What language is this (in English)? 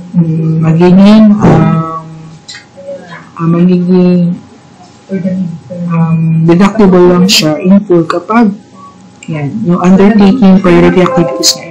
Filipino